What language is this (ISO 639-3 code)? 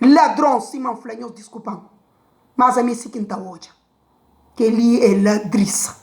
kea